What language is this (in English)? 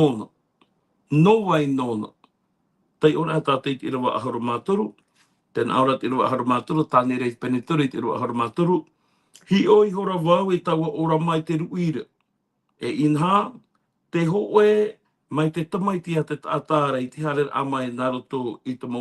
Tahitian